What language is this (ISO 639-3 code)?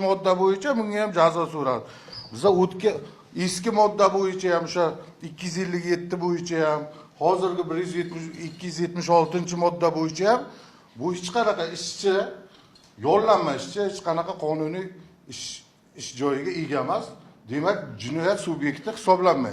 uzb